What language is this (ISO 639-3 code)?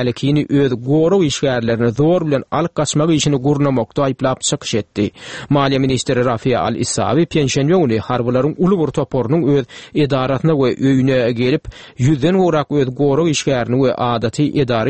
tuk